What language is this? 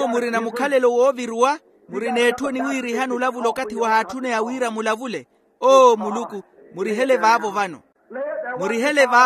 Makhuwa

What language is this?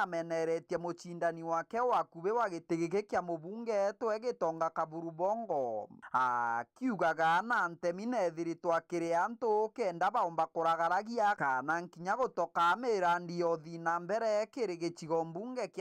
Meru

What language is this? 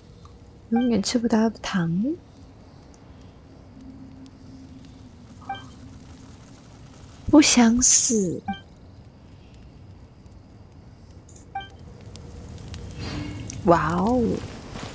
Chinese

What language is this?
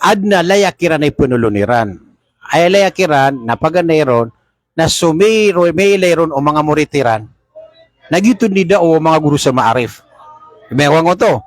Maranao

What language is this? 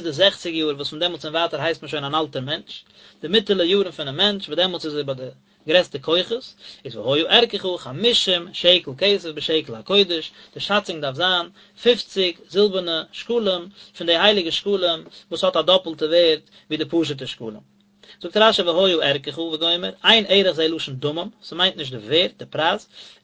Yiddish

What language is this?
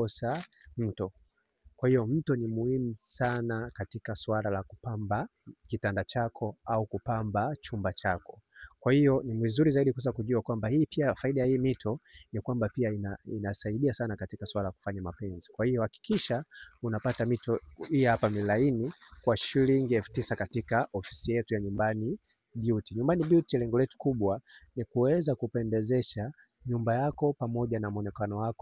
Swahili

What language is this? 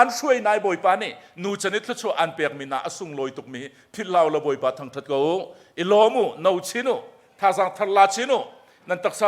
Hakha Chin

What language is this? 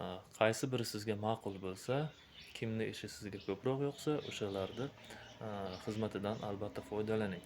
Uzbek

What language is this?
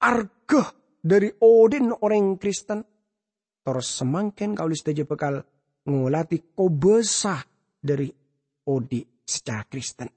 Madurese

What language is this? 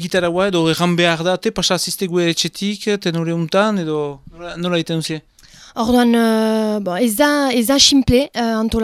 Basque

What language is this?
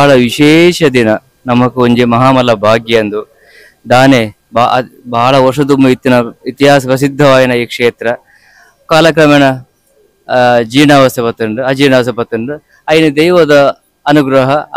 Tulu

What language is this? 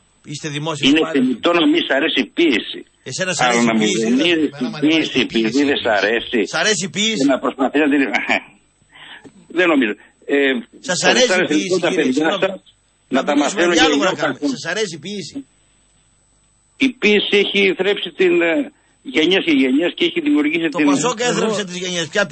Greek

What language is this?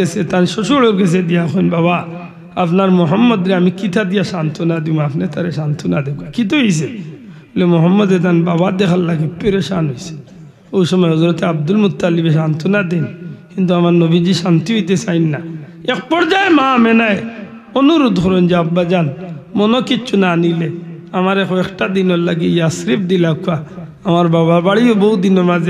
Sylheti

